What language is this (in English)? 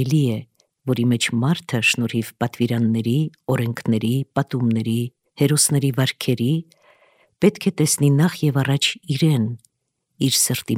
Armenian